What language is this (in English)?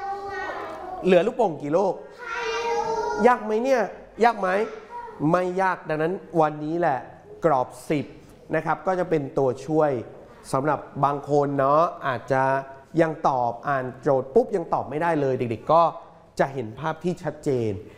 Thai